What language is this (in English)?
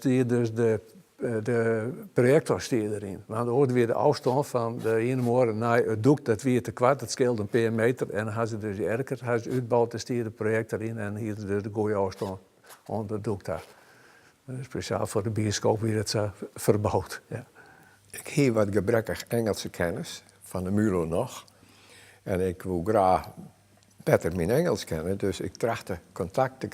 Western Frisian